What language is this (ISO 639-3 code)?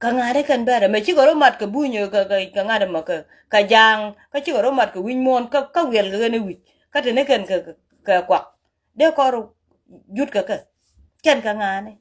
nus